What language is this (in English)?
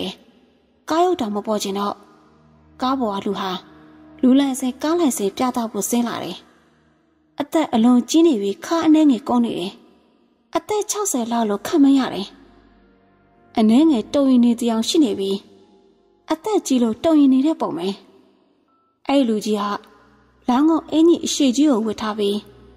Burmese